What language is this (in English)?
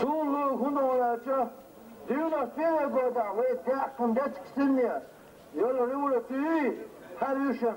Chechen